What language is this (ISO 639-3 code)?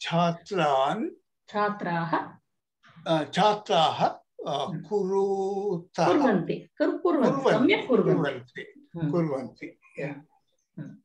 san